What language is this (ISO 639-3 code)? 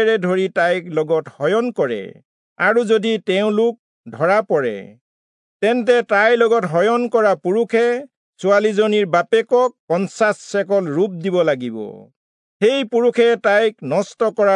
asm